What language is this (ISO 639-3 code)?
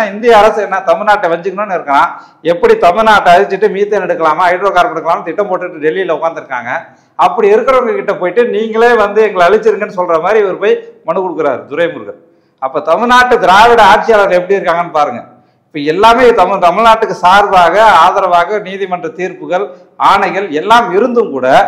tam